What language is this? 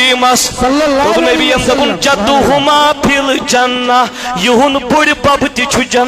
Kashmiri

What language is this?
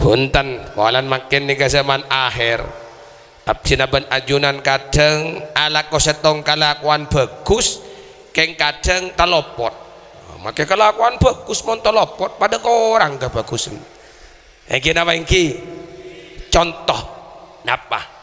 Madurese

